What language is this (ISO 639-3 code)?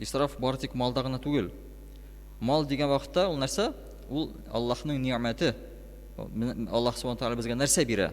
tat